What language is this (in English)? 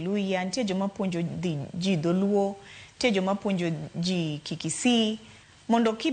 Luo (Kenya and Tanzania)